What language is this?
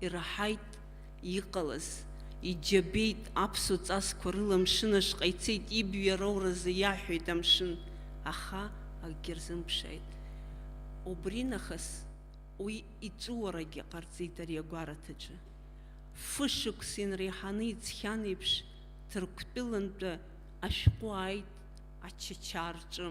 Abkhazian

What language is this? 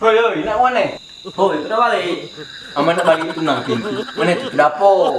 Musi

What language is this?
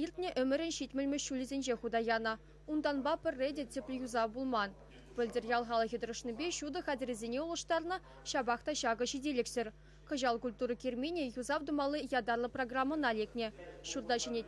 Chuvash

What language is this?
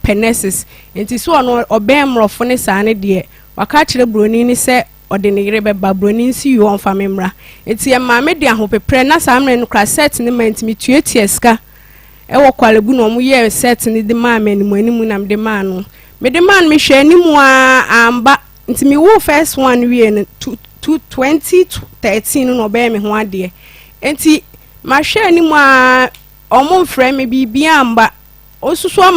Akan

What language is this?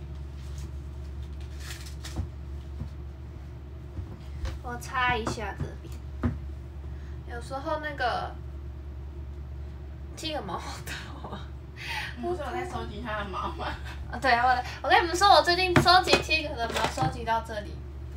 Chinese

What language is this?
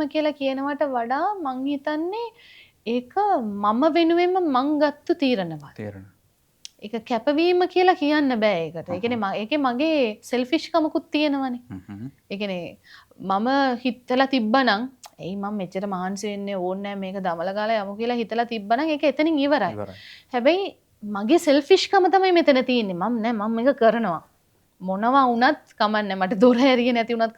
Sinhala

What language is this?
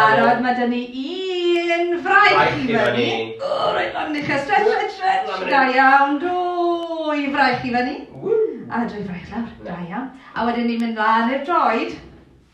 Welsh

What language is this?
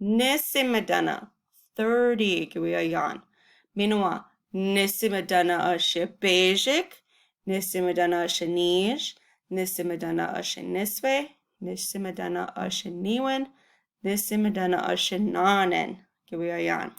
Chippewa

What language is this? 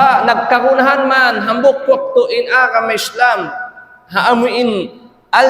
Tausug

